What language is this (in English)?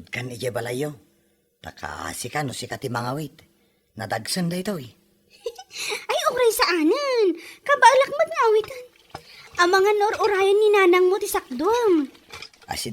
Iloko